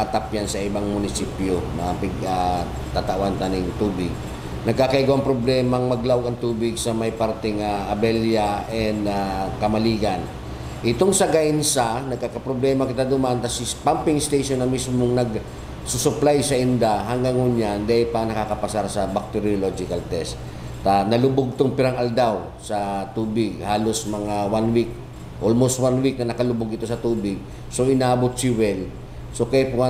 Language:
Bikol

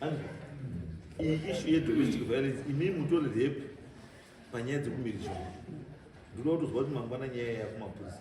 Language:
Shona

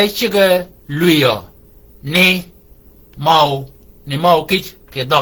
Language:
Shilluk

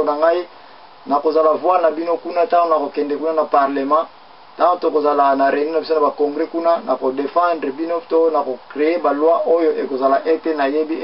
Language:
Lingala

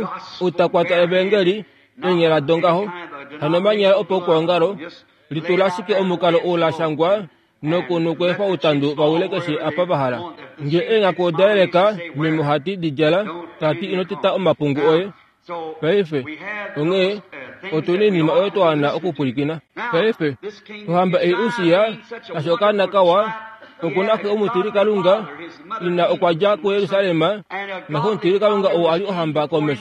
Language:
Kuanyama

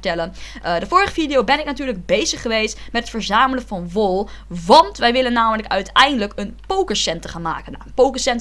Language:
Dutch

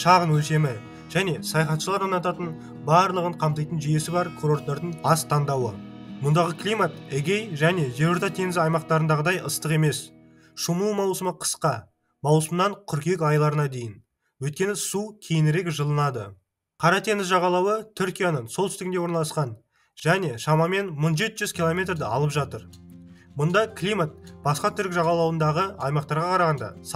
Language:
Kazakh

